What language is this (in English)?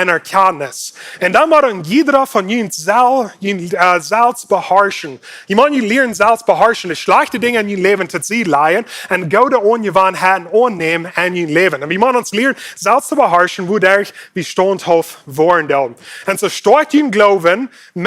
Plautdietsch